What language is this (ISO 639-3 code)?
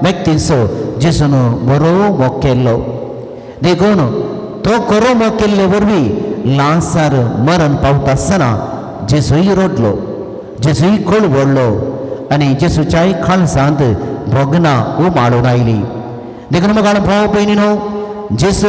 kok